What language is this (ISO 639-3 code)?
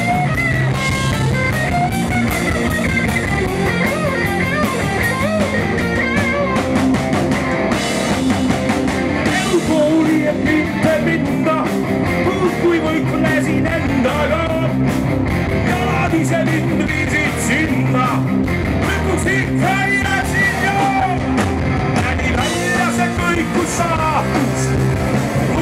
est